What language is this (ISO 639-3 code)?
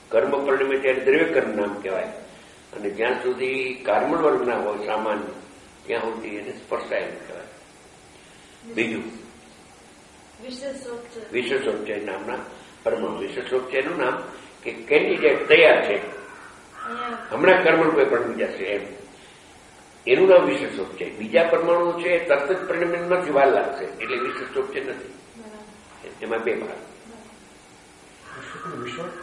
guj